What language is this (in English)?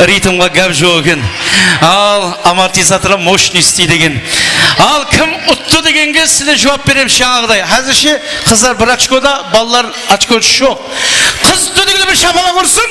Kara-Kalpak